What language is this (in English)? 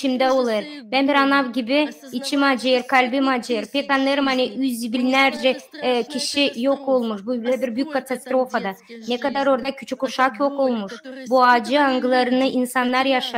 Gagauz